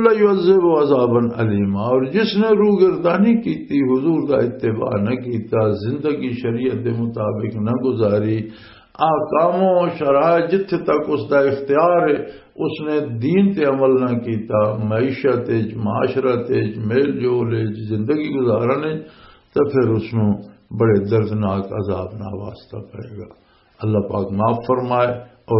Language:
Western Panjabi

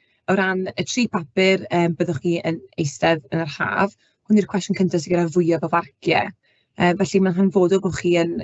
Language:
Welsh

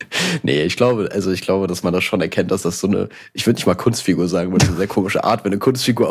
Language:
German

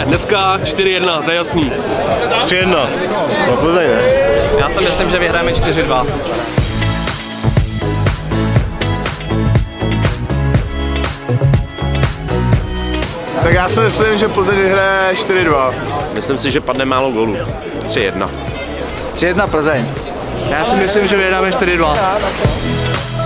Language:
Czech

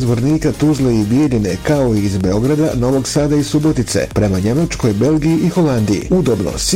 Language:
Bosnian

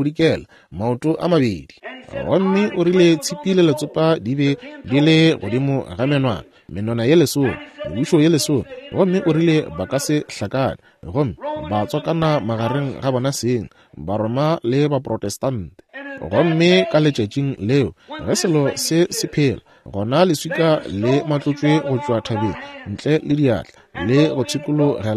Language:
Northern Sotho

